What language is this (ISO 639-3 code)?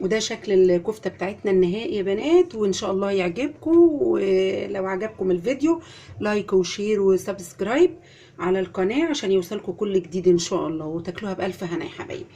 arz